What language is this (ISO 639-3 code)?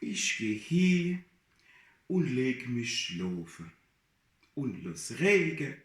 pfl